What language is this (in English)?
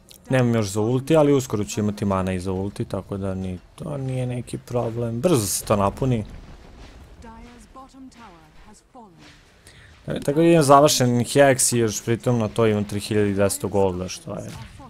Croatian